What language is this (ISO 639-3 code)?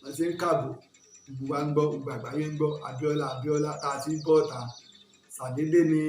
yor